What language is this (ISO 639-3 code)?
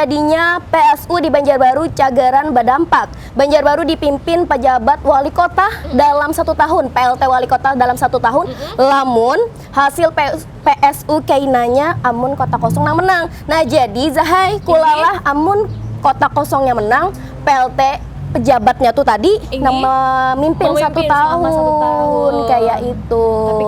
bjn